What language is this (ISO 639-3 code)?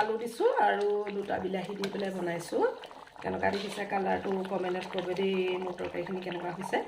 asm